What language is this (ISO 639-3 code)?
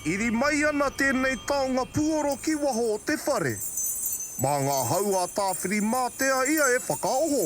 mri